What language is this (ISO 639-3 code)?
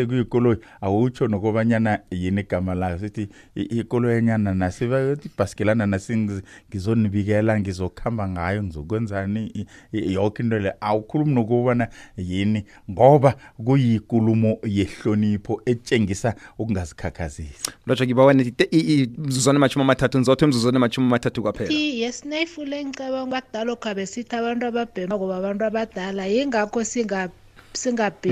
nbl